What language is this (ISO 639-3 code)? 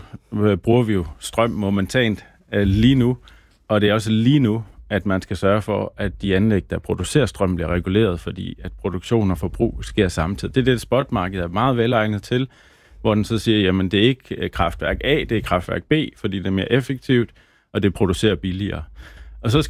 dan